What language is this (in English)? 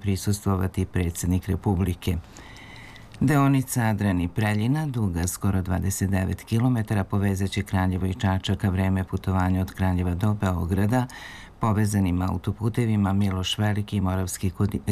Serbian